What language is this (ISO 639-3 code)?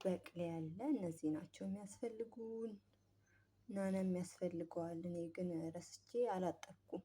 amh